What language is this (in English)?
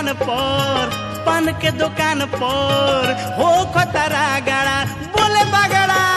Bhojpuri